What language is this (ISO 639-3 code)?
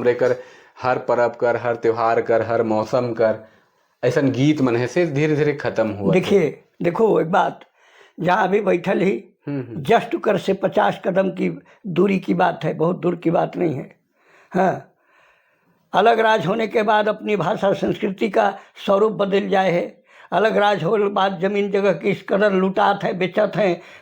sck